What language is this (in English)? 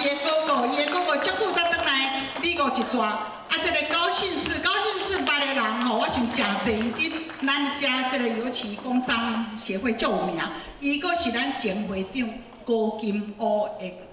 Min Nan Chinese